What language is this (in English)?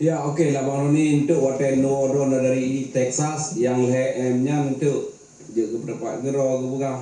Achinese